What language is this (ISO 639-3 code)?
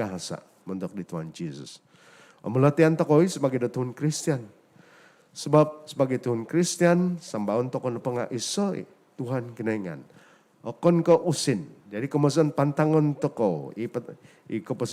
dtp